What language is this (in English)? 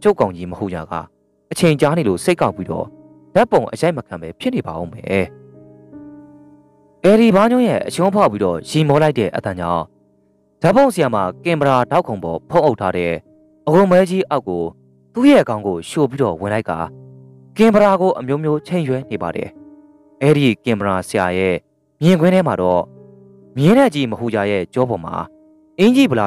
Burmese